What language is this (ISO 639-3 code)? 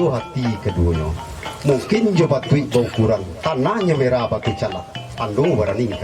min